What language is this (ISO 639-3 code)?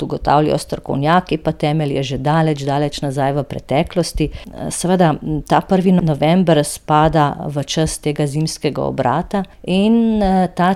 slv